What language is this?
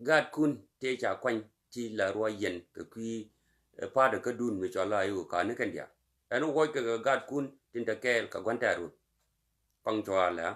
Nuer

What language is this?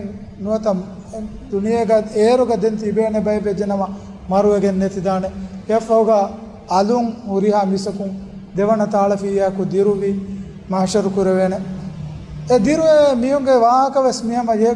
Divehi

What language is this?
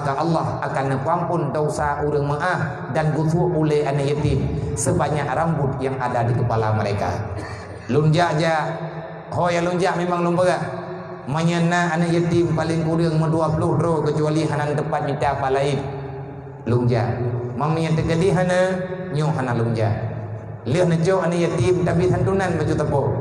Achinese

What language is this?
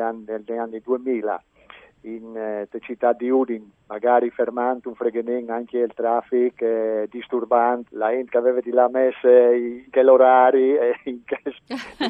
Friulian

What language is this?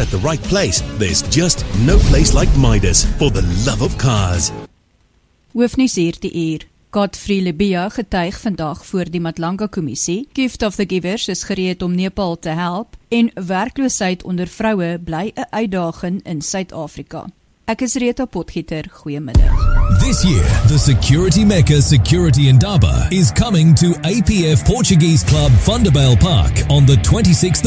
Afrikaans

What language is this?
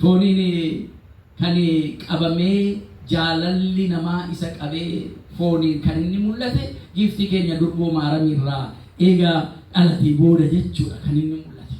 Oromo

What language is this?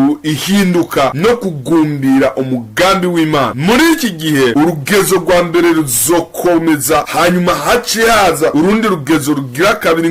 Rundi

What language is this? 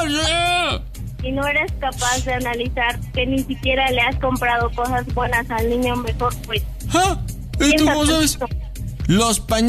Spanish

